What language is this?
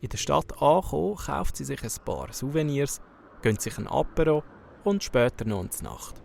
Swiss German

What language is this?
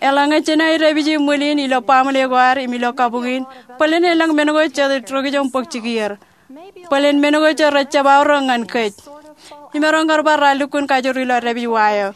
Marshallese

